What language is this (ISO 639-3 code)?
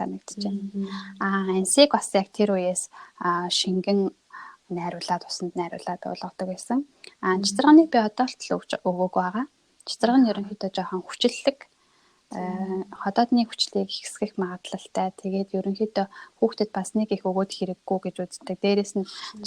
mon